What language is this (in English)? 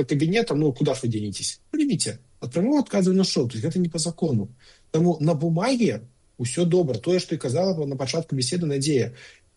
Belarusian